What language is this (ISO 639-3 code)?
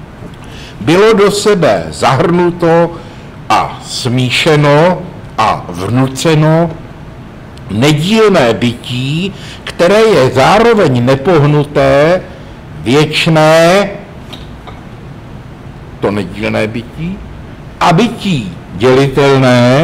ces